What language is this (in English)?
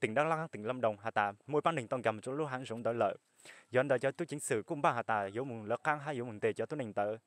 Hmong